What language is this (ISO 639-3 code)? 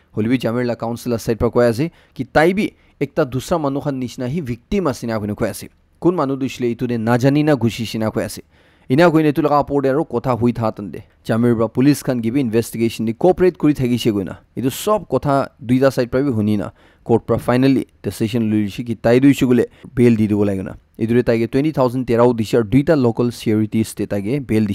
nag